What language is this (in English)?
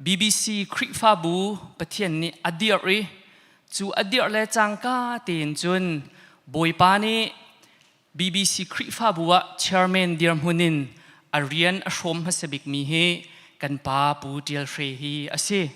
Hakha Chin